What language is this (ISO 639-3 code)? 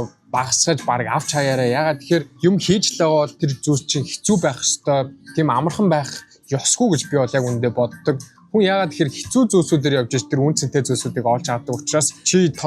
mon